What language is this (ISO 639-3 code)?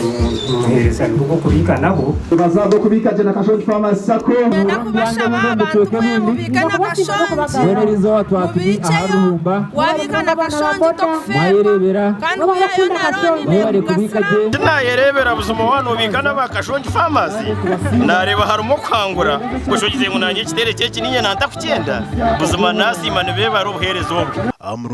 nyn